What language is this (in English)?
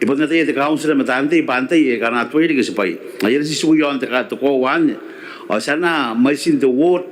Gilbertese